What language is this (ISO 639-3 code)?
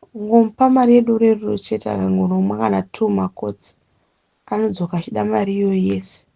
sna